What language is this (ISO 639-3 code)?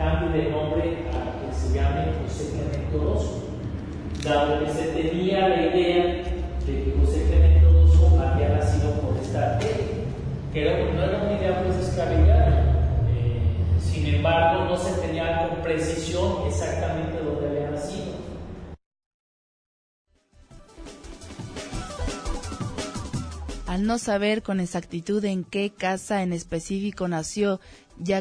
spa